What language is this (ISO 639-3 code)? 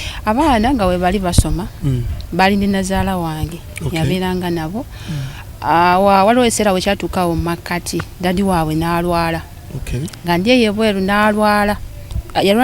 lug